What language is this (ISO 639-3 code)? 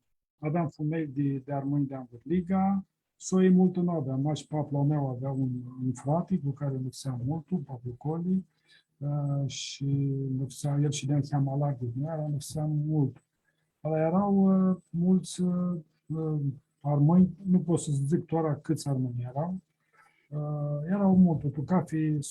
rup